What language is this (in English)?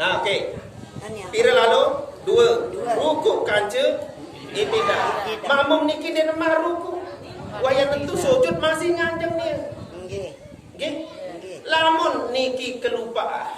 Sasak